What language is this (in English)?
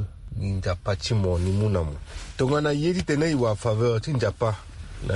Sango